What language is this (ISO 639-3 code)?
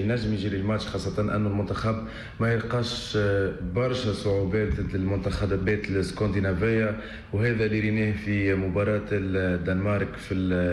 aeb